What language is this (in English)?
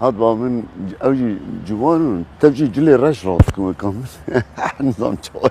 Kurdish